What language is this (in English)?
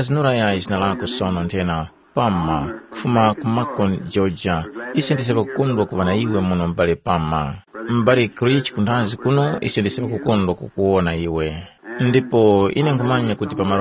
Tumbuka